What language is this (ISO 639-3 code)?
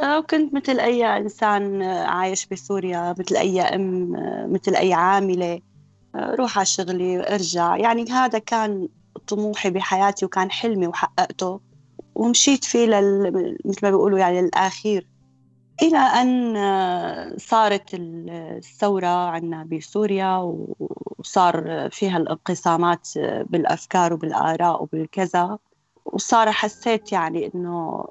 apc